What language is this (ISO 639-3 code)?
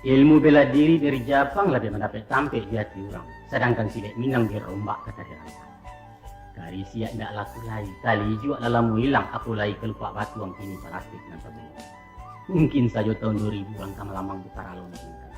min